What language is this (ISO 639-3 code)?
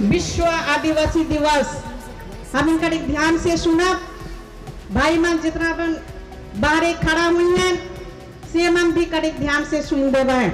sck